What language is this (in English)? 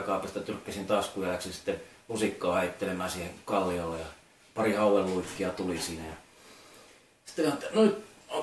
Finnish